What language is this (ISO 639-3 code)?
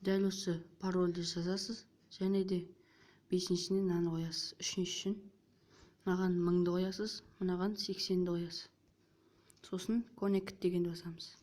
kaz